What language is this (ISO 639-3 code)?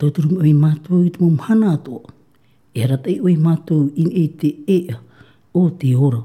tah